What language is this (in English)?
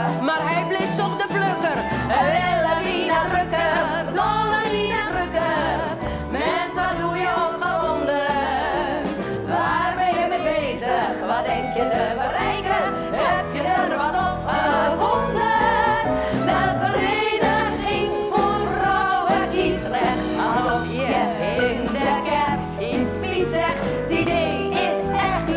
Dutch